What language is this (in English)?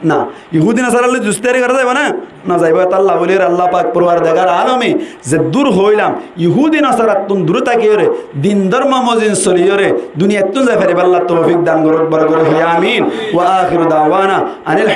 Rohingya